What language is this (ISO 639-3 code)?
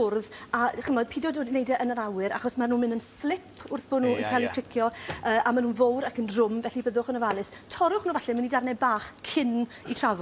cym